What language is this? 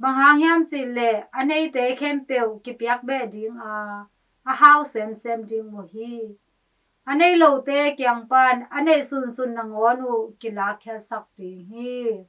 Tedim Chin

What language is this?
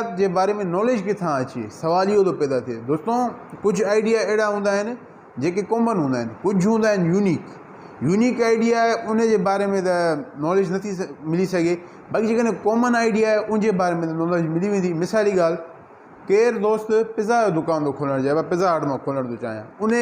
Sindhi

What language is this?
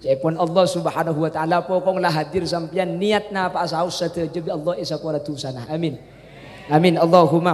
Madurese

